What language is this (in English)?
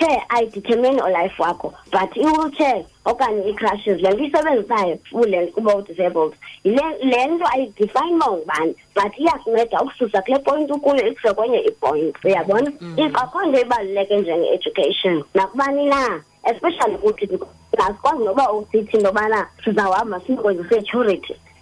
Xhosa